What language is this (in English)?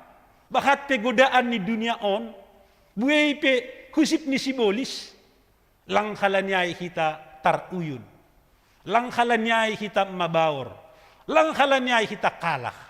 Batak Simalungun